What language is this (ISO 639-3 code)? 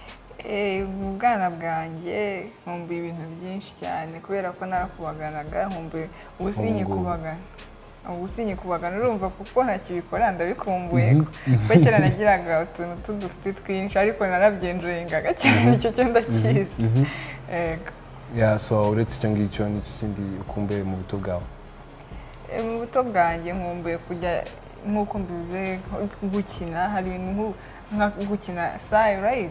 kin